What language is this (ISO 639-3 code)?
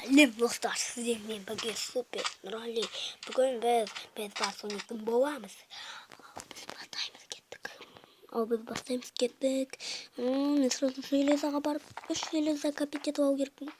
kaz